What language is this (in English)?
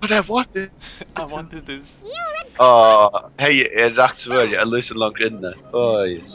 Faroese